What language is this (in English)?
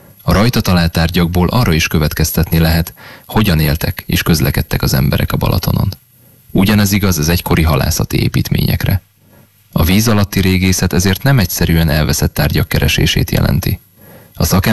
Hungarian